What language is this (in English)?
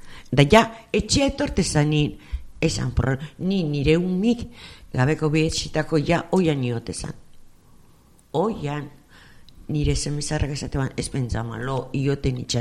Basque